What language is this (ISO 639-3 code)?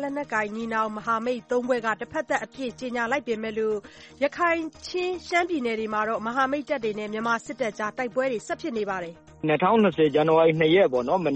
mya